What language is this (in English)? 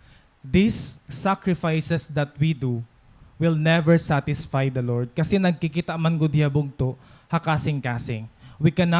Waray